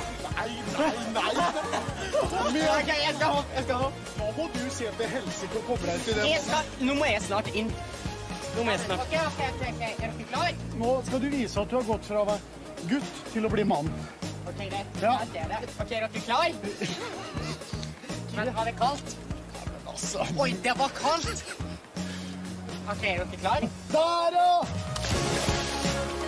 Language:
Norwegian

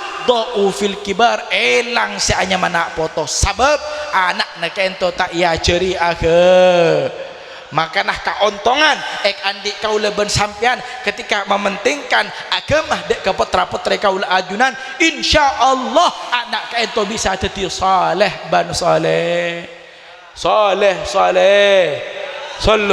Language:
Madurese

